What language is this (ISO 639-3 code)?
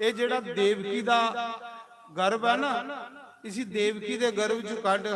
doi